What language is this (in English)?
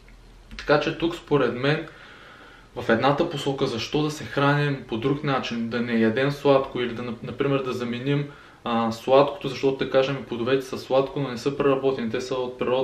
Bulgarian